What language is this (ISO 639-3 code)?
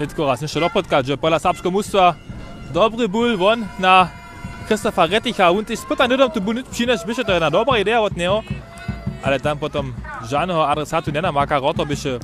hsb